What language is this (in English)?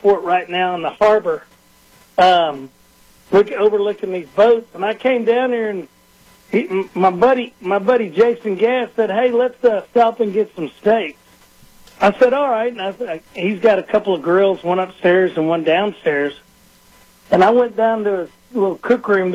English